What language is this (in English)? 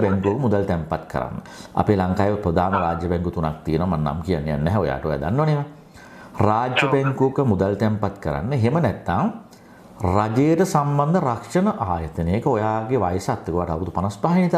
Sinhala